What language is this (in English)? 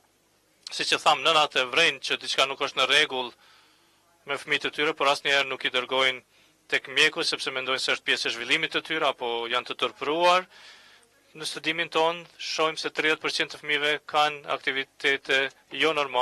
Albanian